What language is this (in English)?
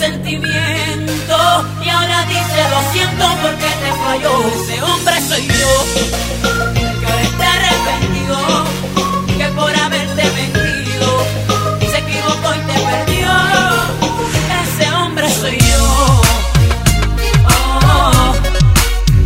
Spanish